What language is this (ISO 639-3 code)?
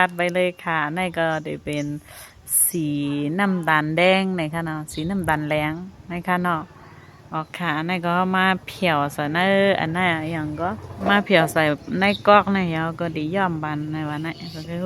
shn